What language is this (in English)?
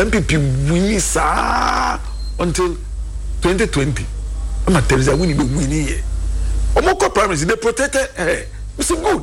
Akan